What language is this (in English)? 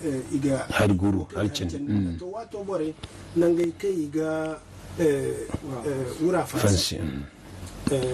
Zarma